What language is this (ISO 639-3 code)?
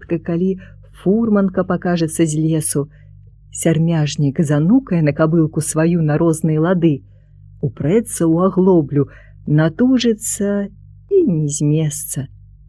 bel